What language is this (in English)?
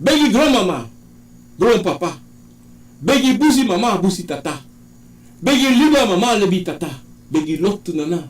Sranan Tongo